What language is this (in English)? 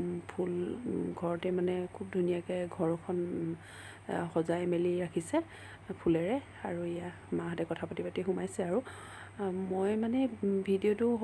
Assamese